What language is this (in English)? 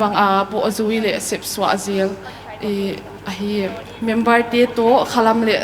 Paite Chin